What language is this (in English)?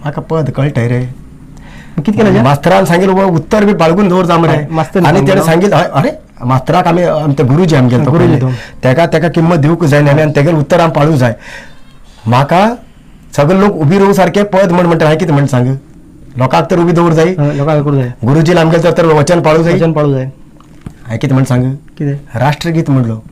Konkani